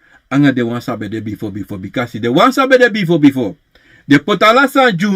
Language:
Sranan Tongo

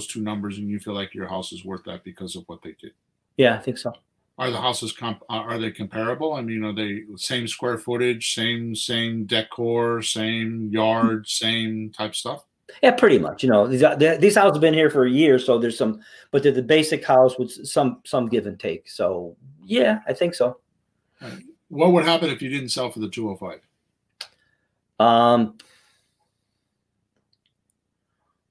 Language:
English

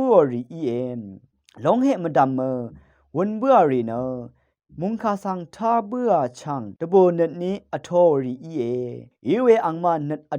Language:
Rawang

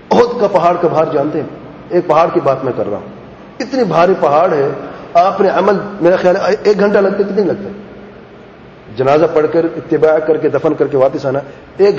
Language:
Urdu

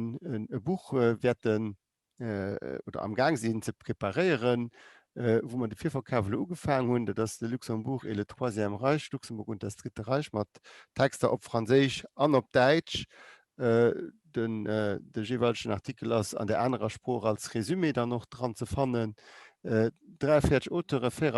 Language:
Luxembourgish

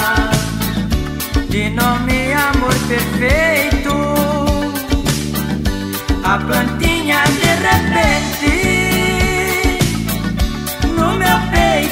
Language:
Portuguese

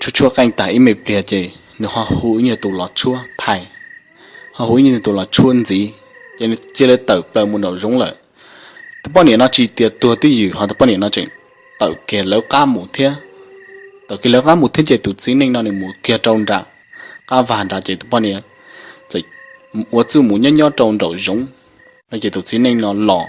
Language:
Hmong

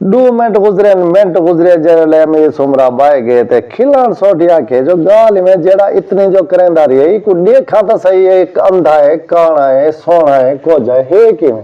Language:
Saraiki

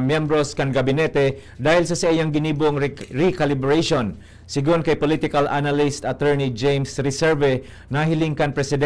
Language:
Bikol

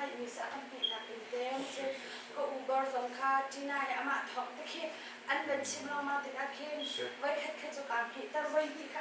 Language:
Hakha Chin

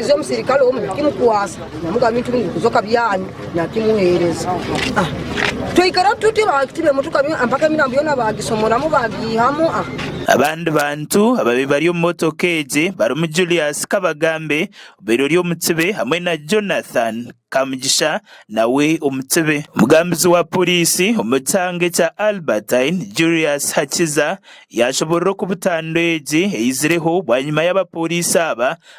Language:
Nyankole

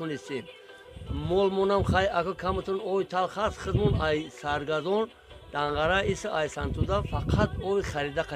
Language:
Tajik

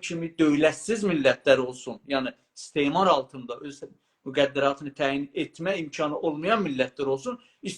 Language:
South Azerbaijani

